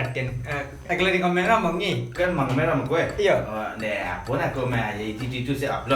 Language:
Minangkabau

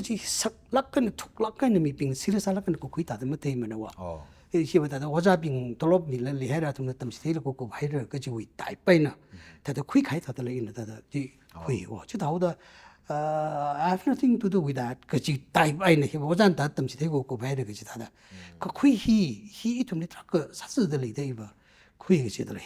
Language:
Tangkhul Naga (India)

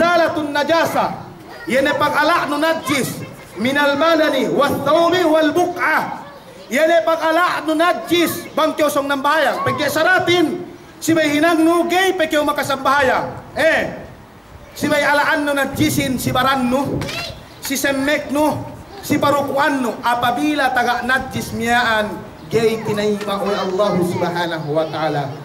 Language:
Yakan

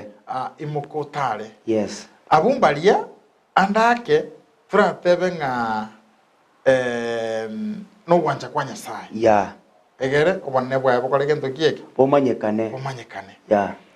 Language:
Gusii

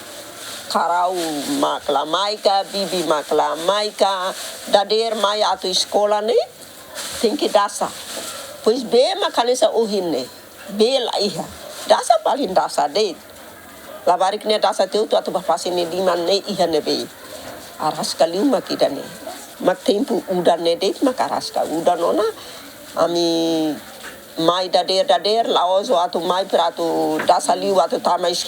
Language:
Tetum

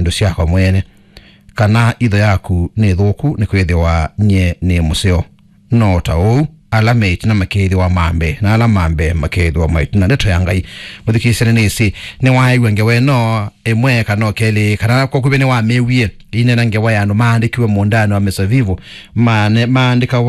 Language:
Kamba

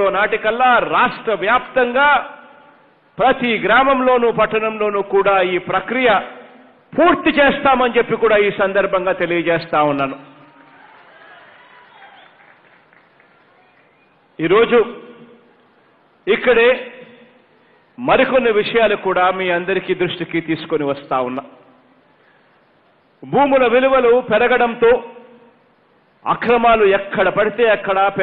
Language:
Telugu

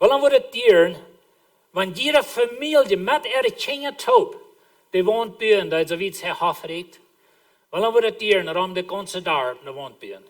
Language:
Plautdietsch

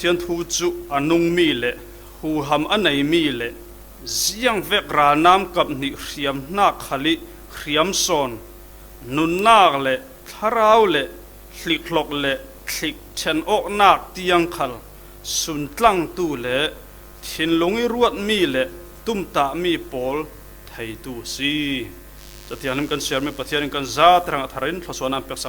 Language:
Falam Chin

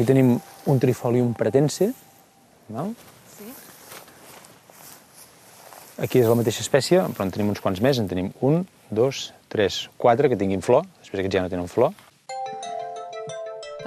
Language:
Catalan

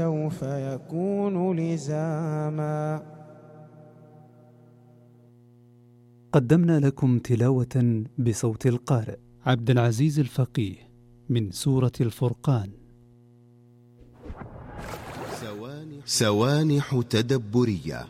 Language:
Arabic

